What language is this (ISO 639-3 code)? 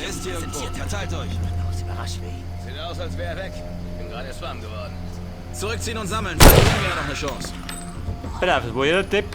bar